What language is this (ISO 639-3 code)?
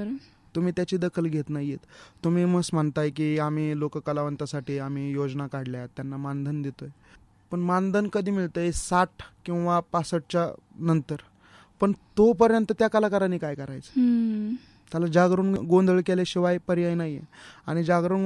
mar